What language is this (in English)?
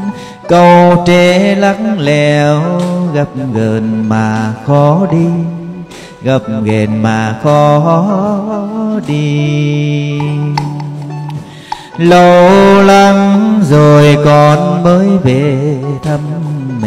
Vietnamese